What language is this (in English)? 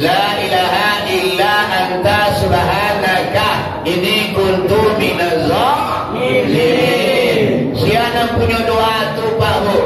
Minangkabau